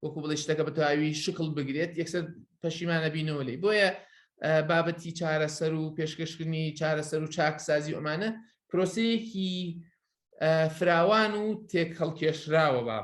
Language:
Central Kurdish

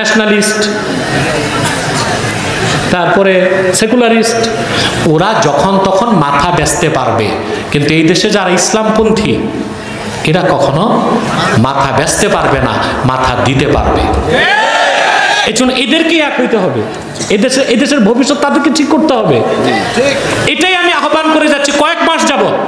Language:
Bangla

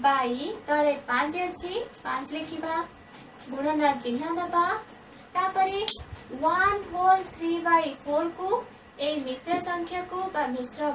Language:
Odia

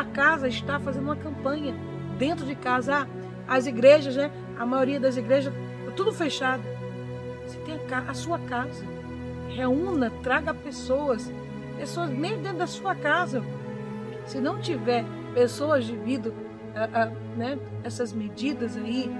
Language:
Portuguese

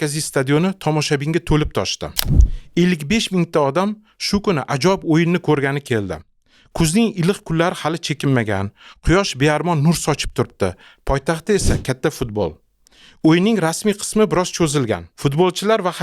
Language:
Uzbek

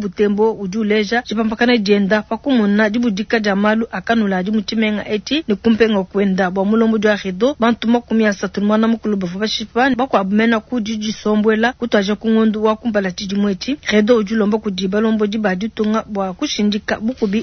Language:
Luba-Lulua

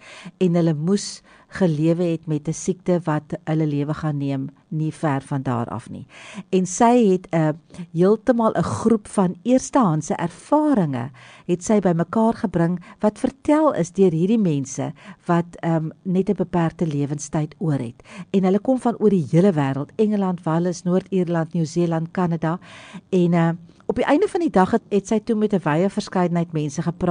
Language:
Afrikaans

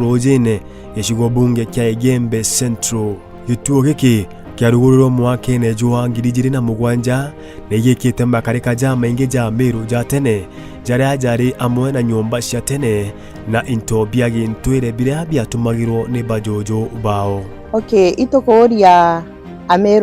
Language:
Meru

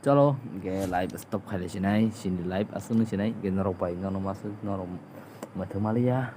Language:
Kok Borok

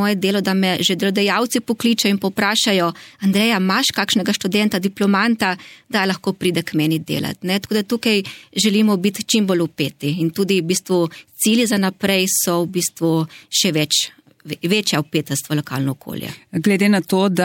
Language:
Slovenian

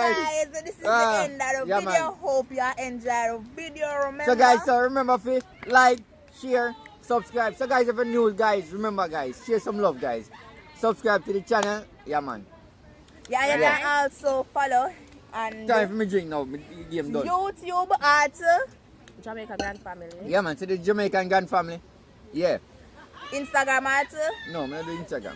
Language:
Jamaican Creole English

